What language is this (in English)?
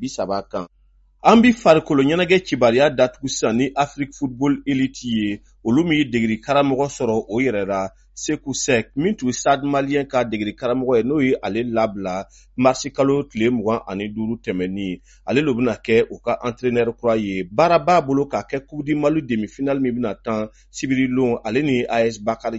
Bambara